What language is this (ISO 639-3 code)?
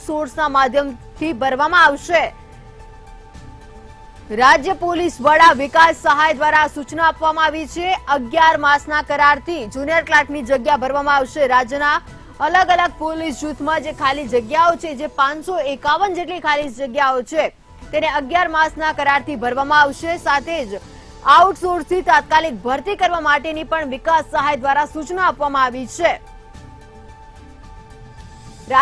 guj